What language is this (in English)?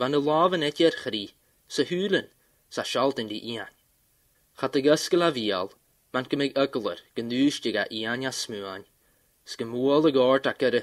Scottish Gaelic